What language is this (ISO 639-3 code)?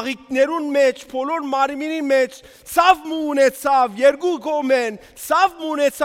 hye